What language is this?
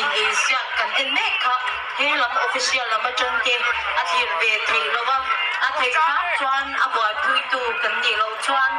Mizo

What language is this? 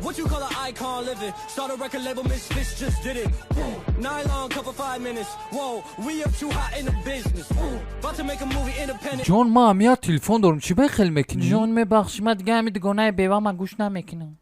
Tajik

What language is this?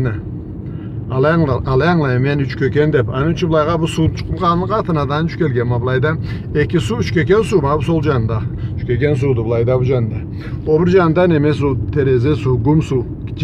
Karachay-Balkar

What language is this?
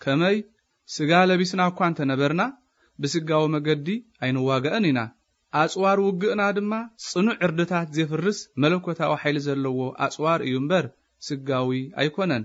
Tigrinya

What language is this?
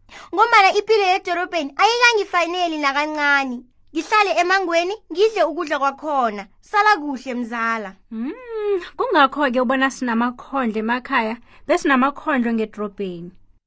South Ndebele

